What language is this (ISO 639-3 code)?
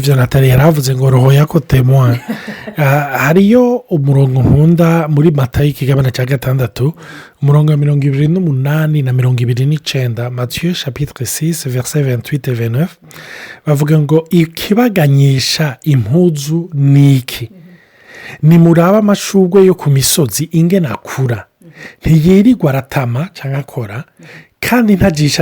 run